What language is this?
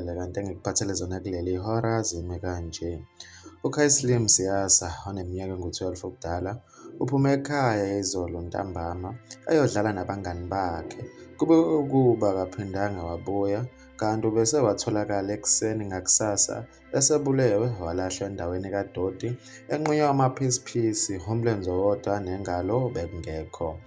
Zulu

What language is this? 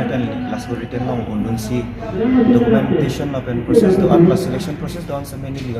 Karbi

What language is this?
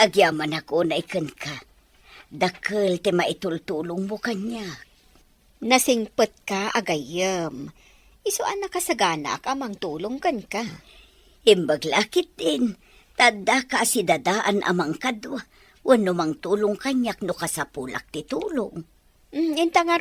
Iloko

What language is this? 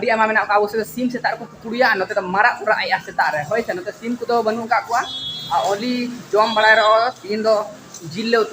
Santali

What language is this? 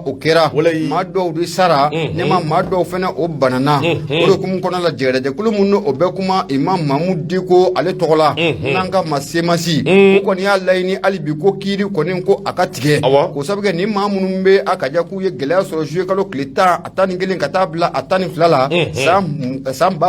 Bambara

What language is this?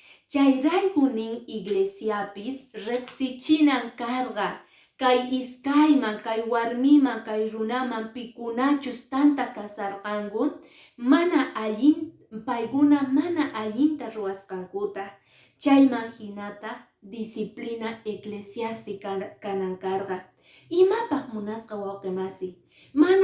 Quechua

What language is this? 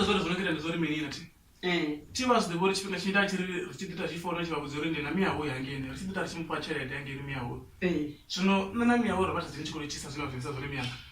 Venda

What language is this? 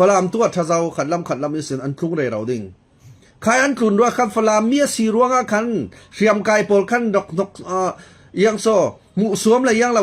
Falam Chin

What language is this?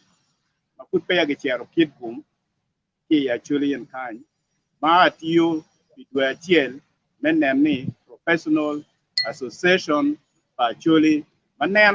Acoli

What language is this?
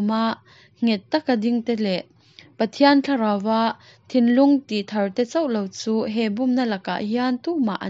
Mizo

